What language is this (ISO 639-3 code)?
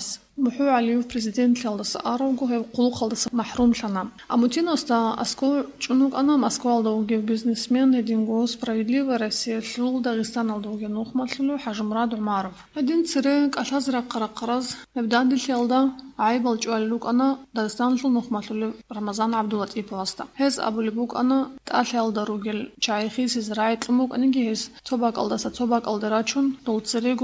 ava